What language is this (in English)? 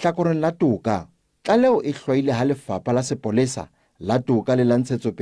Southern Sotho